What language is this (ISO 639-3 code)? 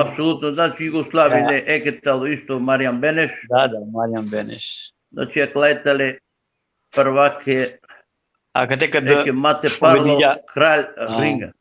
rmn